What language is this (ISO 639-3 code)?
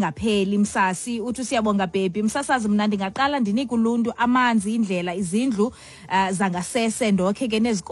xho